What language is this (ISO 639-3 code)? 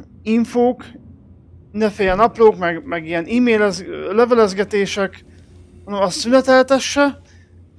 hun